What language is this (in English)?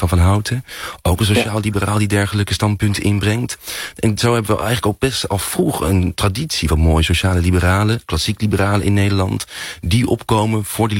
Dutch